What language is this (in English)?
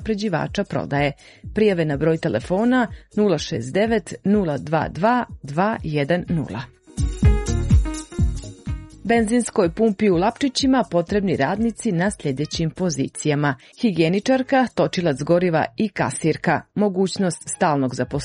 Serbian